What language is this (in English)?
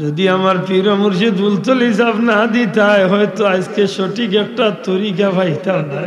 Sylheti